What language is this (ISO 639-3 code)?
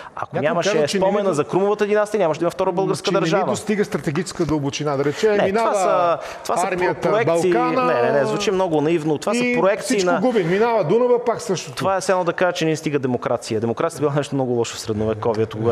bul